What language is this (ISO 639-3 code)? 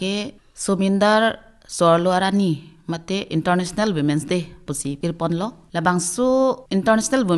mjw